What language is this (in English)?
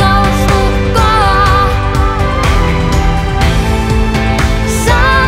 Finnish